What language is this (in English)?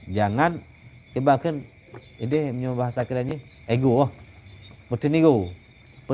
Achinese